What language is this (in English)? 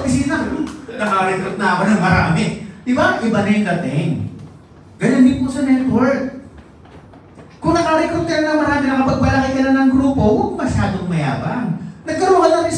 Filipino